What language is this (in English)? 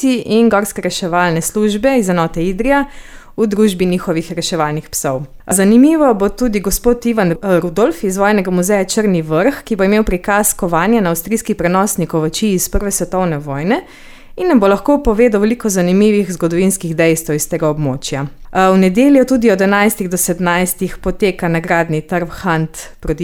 Slovenian